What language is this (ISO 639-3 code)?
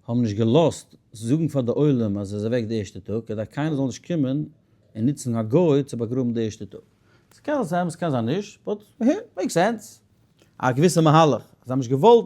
yid